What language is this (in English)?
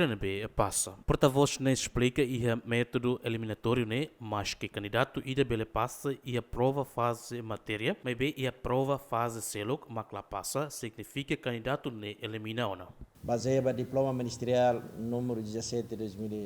Tetum